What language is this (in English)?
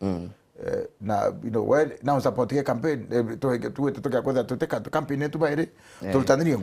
Meru